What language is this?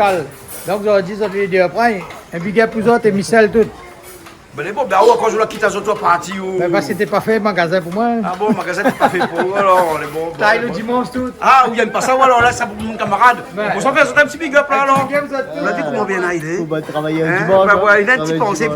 Réunion Creole French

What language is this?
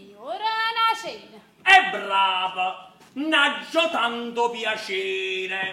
Neapolitan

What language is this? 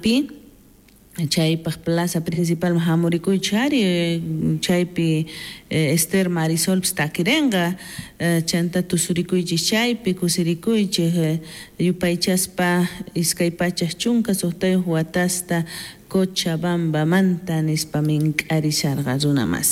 South Bolivian Quechua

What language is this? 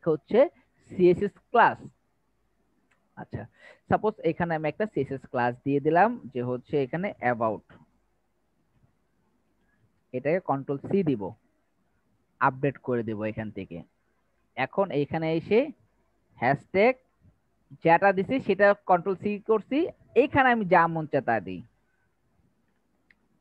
Bangla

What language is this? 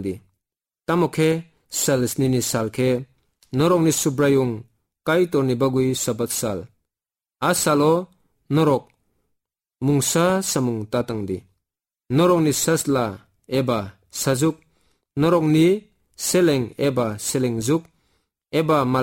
Kok Borok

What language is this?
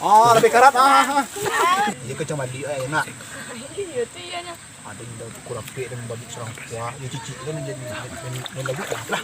Minangkabau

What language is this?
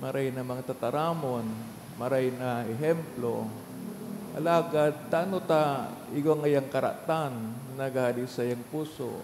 Bikol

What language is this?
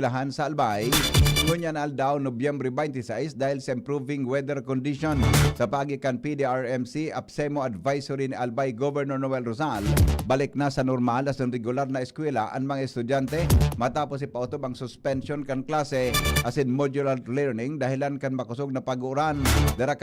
Bikol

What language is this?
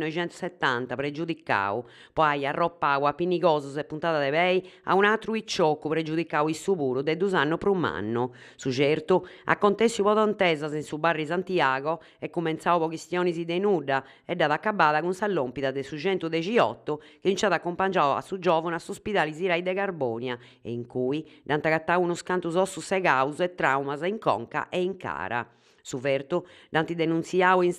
Sardinian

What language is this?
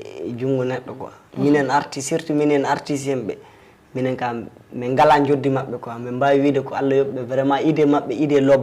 Fula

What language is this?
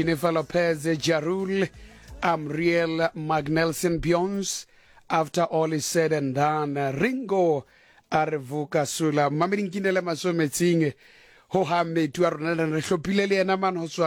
Southern Sotho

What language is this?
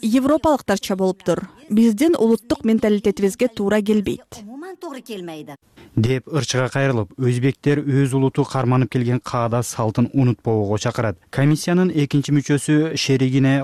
Kyrgyz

